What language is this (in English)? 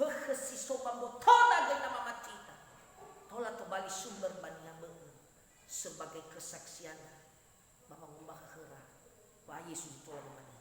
Nias